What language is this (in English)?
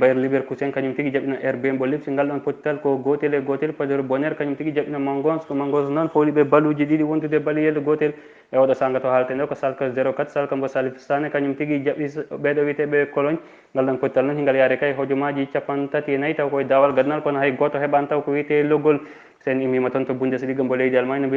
Fula